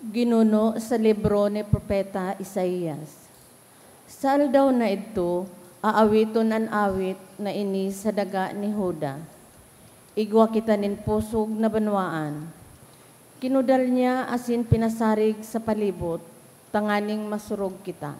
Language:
Bikol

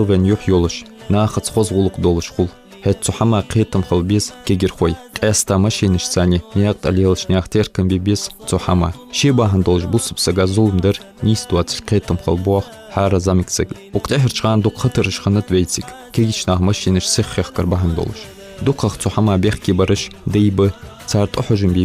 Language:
Ingush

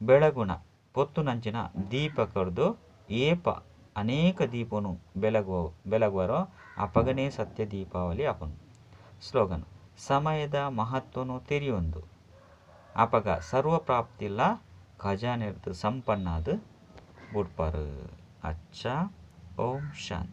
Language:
Tulu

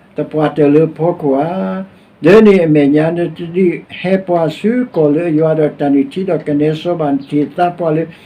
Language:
S'gaw Karen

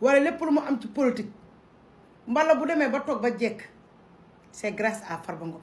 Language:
Wolof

